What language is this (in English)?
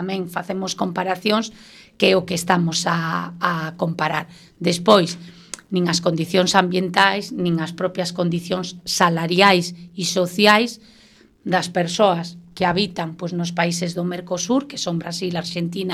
Galician